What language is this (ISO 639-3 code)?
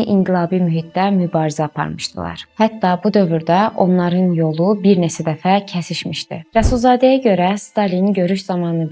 aze